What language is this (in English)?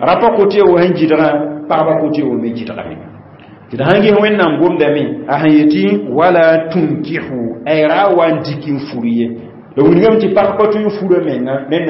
Mossi